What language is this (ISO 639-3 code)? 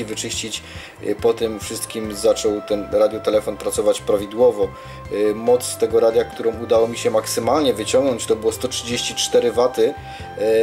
pol